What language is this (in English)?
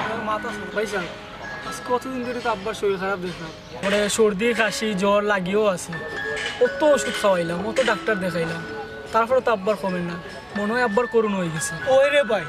Sylheti